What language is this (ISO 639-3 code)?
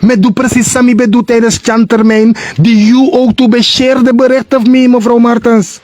srn